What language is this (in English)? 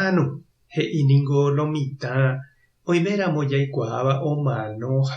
Guarani